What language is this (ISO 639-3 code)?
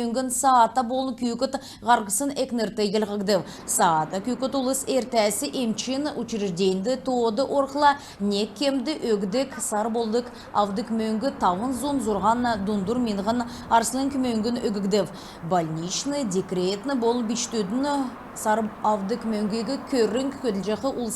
xal